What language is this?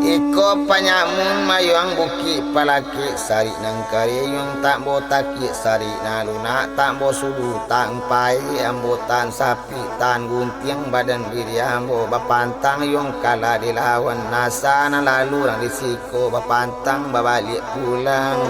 Minangkabau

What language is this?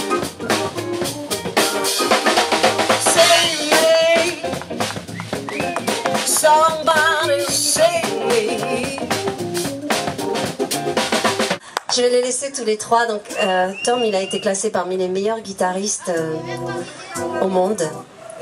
French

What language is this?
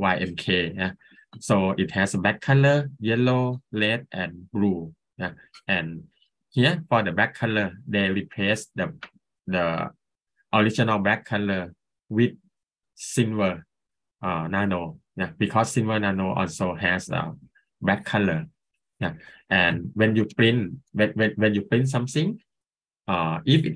English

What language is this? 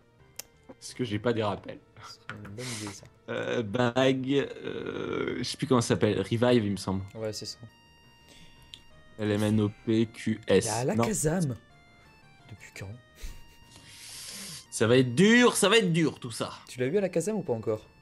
French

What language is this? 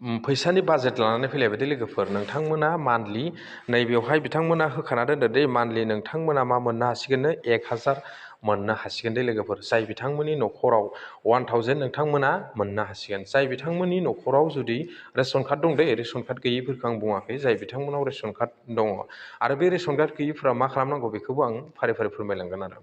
Bodo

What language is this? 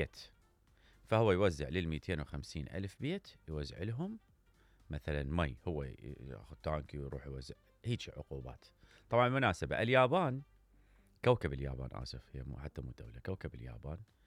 Mesopotamian Arabic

